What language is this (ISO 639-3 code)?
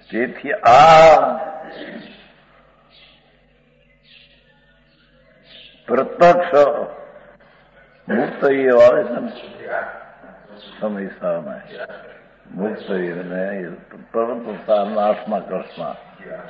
guj